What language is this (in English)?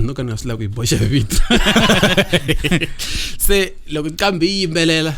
Tsonga